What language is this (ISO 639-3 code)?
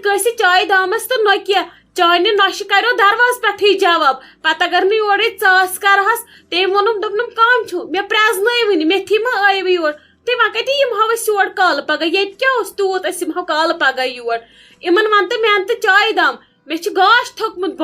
kas